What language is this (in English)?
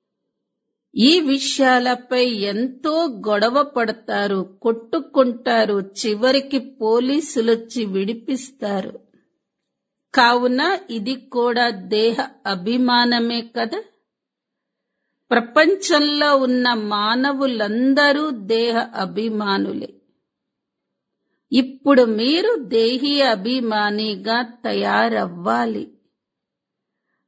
Telugu